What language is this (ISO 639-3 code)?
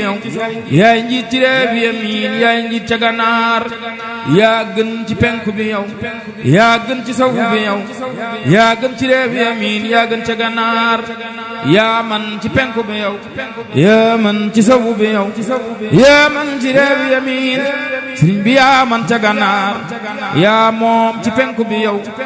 wol